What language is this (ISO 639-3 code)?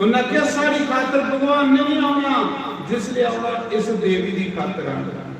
doi